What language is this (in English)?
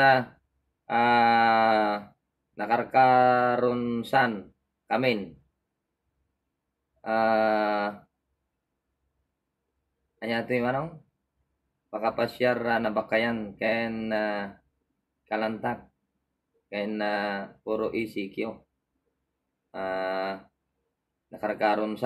Filipino